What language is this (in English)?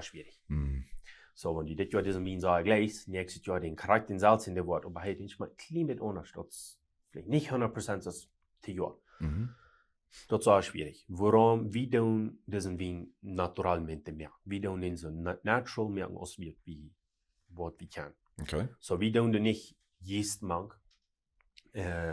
Plautdietsch